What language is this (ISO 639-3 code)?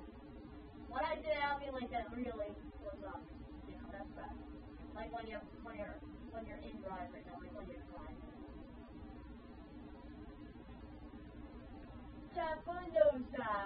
eng